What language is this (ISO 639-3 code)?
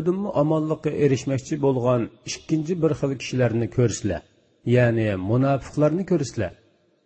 uig